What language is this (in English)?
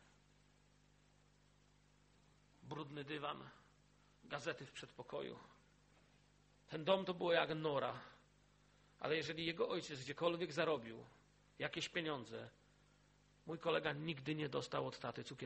Polish